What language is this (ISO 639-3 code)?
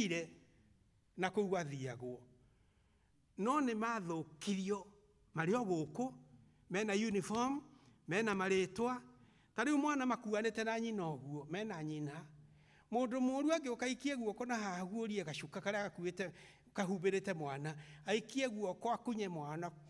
kik